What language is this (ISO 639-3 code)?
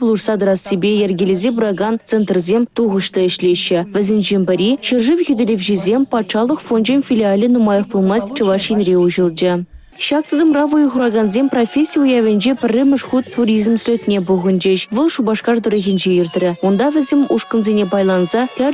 chv